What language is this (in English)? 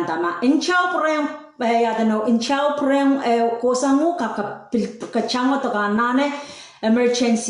Pohnpeian